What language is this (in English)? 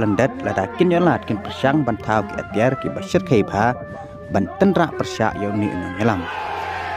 Khasi